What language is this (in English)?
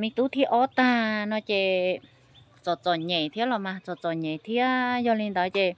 Hmong